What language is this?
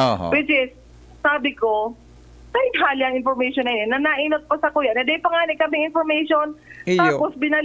Bikol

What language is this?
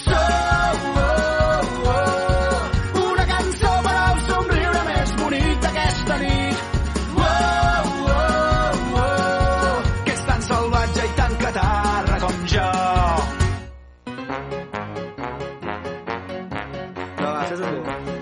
Catalan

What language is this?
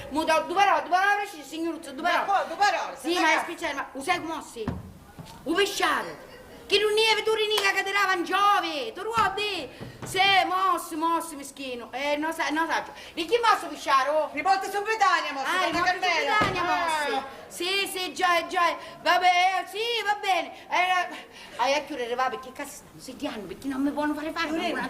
Sicilian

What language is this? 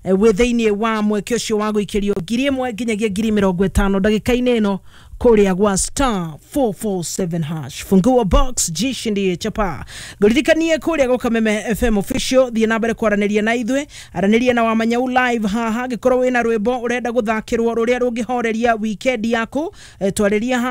Kikuyu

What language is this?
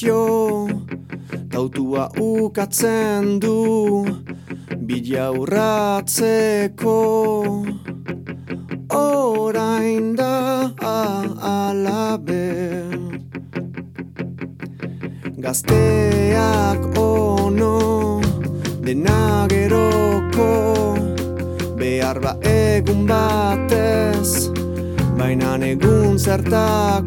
Basque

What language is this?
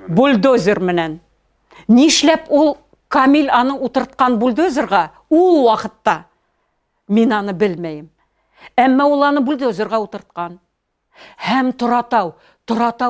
Bashkir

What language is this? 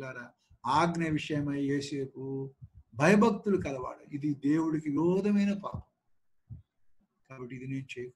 Telugu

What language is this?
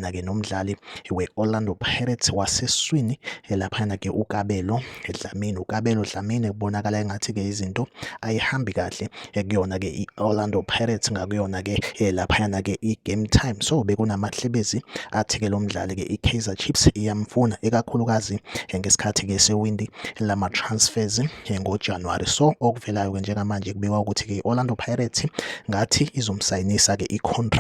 Zulu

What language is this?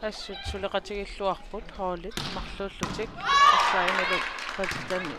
Kalaallisut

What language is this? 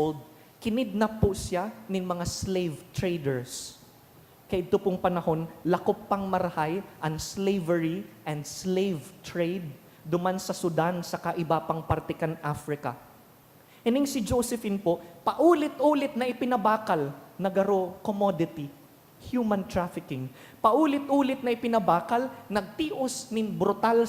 Bikol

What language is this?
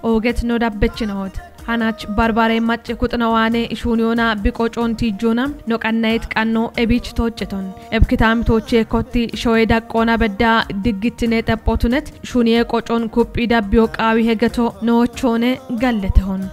Kafa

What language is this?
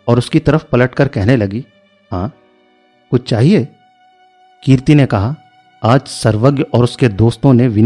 Hindi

